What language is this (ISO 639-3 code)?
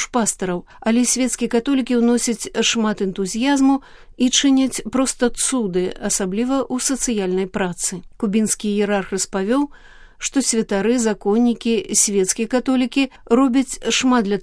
bel